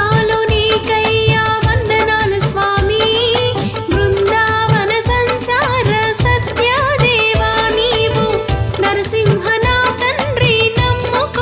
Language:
Telugu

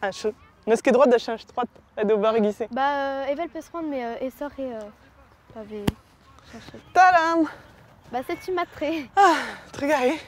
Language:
Breton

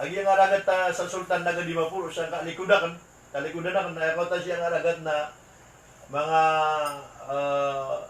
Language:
Maranao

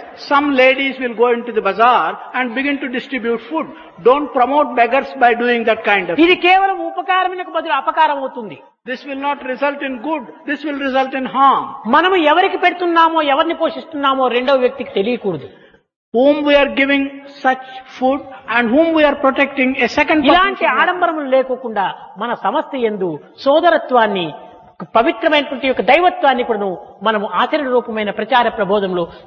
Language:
Telugu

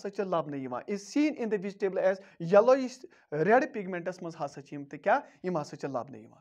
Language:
Kashmiri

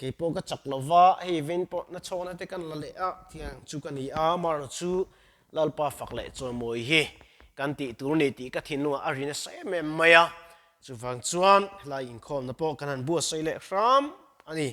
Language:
Mizo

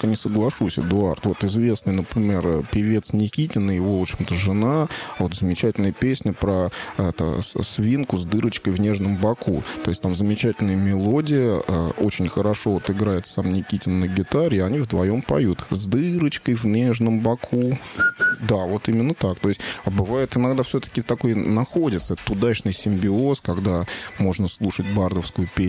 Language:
Russian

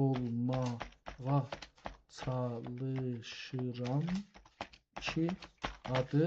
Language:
South Azerbaijani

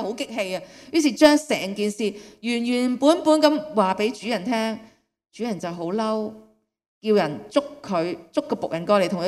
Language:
Cantonese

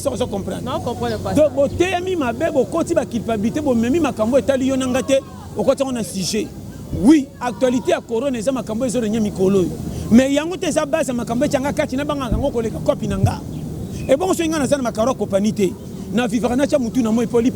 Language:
Lingala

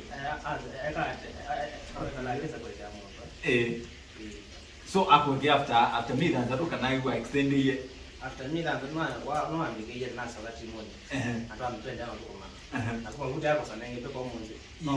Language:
Kamba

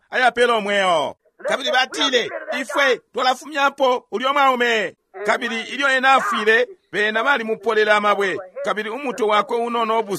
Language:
Bemba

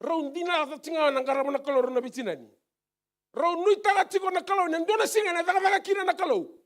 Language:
Fijian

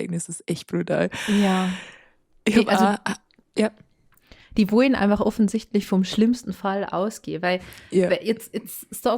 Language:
Bavarian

